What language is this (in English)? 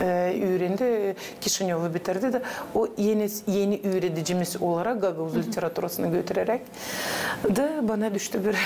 Gagauz